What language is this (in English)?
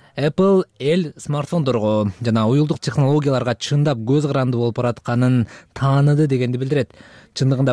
Kyrgyz